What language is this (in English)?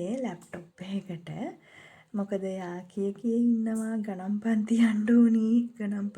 Sinhala